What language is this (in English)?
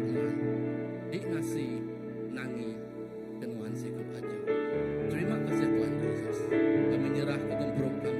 Iban